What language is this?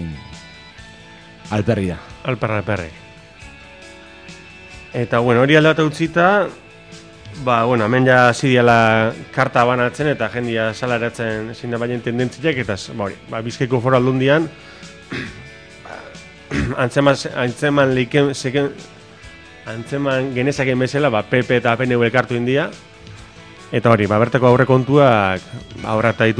Basque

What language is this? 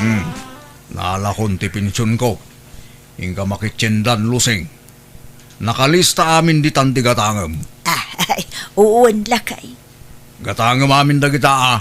Iloko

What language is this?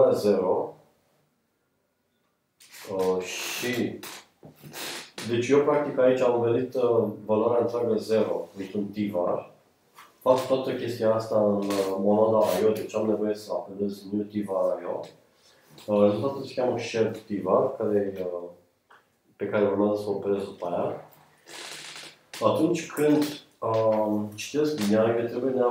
Romanian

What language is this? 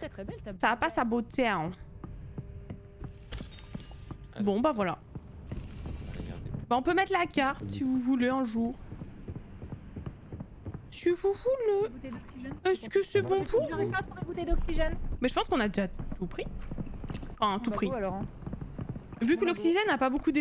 French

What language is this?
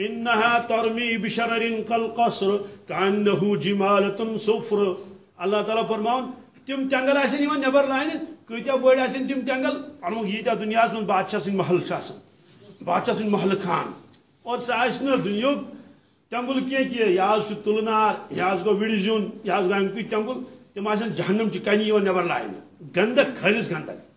Kashmiri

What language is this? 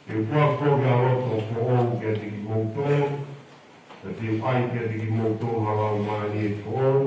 Tongan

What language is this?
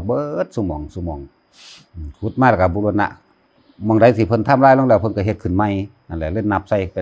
Northeastern Thai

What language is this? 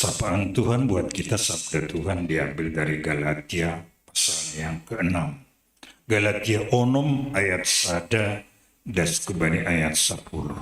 Batak Simalungun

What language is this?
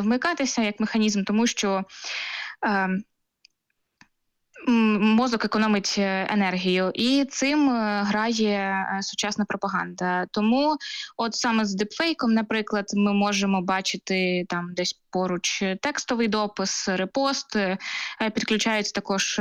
Ukrainian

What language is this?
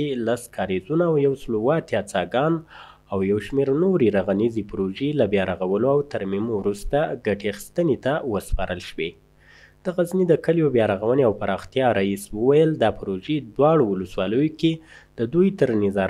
Pashto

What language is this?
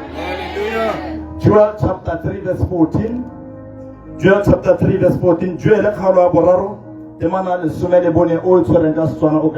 Tswana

